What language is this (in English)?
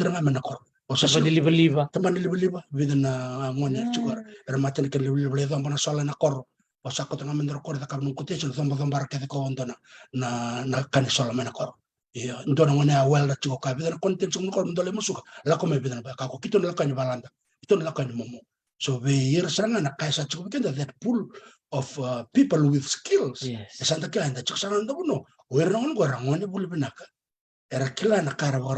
Fijian